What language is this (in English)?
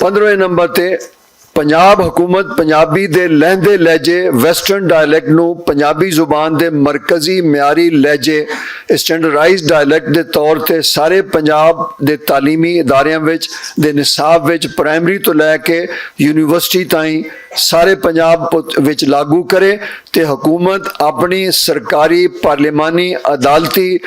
Western Panjabi